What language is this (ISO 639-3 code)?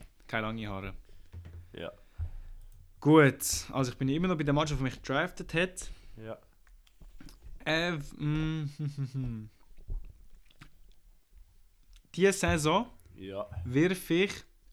deu